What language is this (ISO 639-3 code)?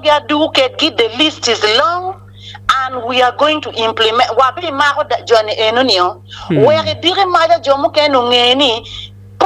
ach